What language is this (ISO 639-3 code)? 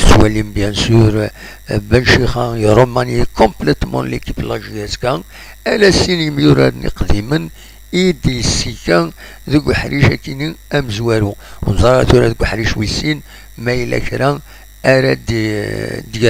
kab